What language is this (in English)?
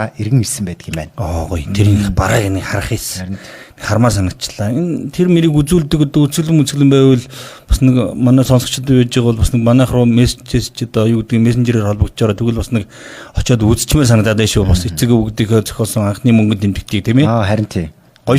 Mongolian